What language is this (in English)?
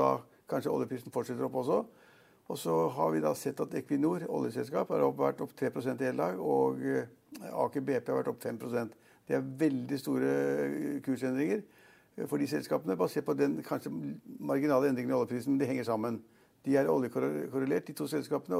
Norwegian